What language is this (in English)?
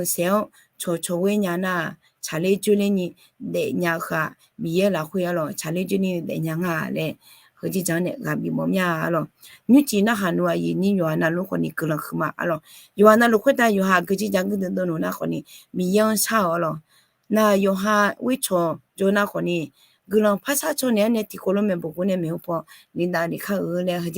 Akha